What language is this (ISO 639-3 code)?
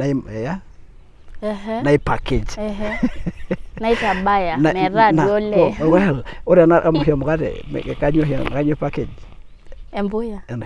mas